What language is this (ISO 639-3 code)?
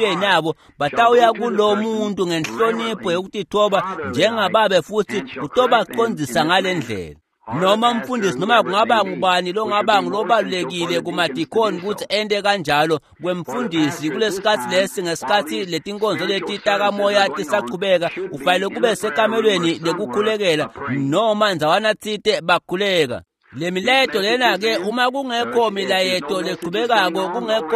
ssw